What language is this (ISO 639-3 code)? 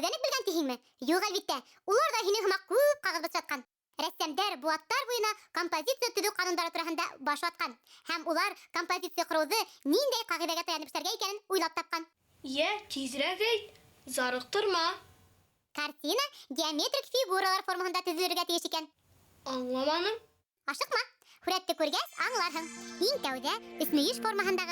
bak